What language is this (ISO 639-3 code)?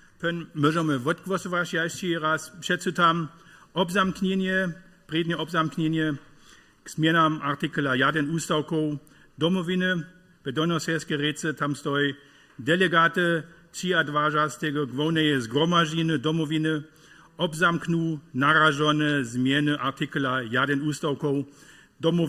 hsb